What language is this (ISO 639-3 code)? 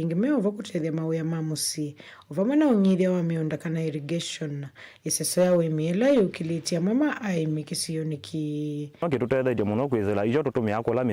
kam